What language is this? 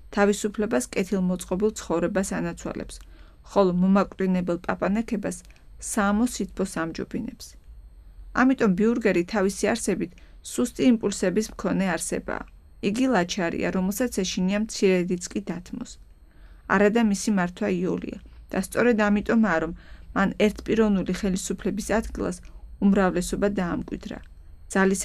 Georgian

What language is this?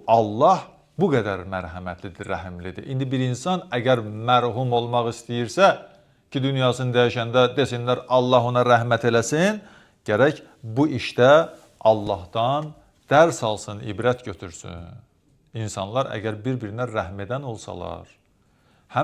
Azerbaijani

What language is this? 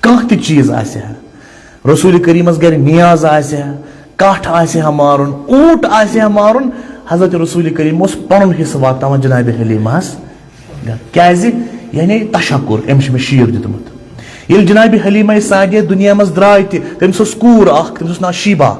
Kashmiri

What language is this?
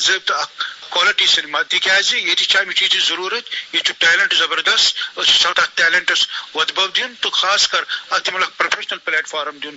Kashmiri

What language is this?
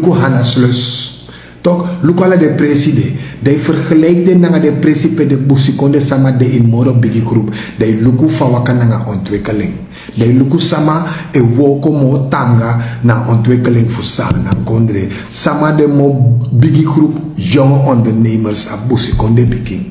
Sranan Tongo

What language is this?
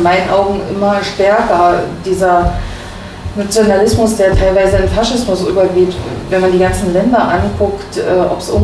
German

